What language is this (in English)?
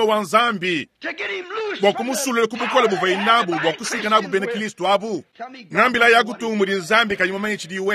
Luba-Lulua